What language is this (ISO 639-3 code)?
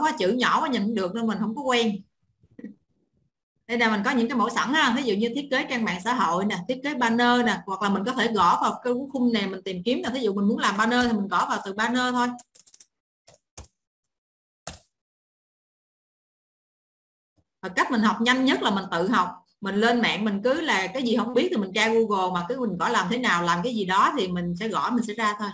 vie